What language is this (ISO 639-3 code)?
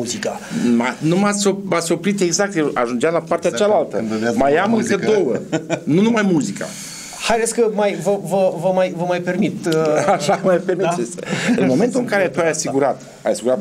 ron